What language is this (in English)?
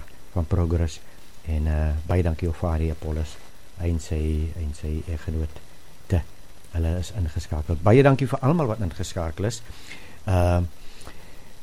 Afrikaans